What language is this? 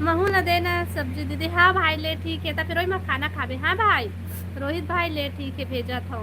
Chhattisgarhi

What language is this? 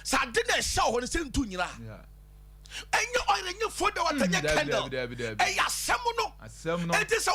Akan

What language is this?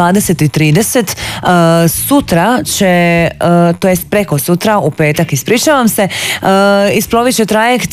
Croatian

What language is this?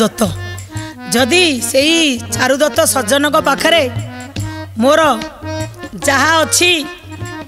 Odia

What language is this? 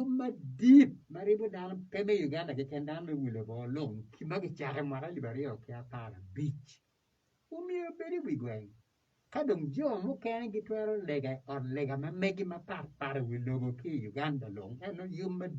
Acoli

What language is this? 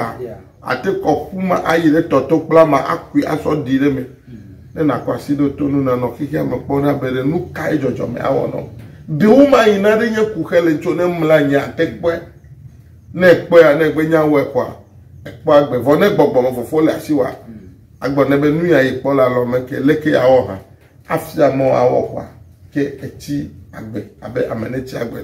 Ewe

